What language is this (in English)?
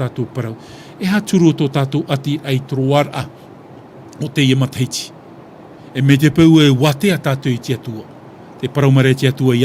Tahitian